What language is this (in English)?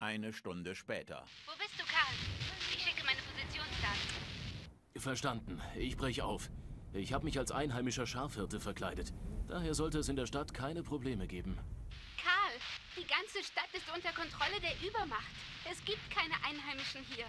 Bavarian